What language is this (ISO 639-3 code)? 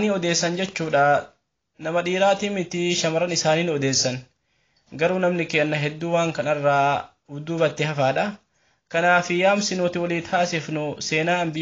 orm